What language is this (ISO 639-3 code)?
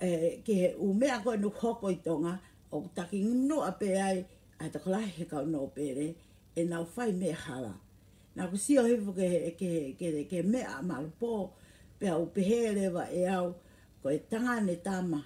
ton